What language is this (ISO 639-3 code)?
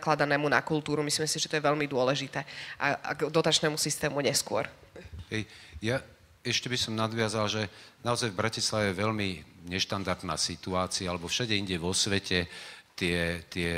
slk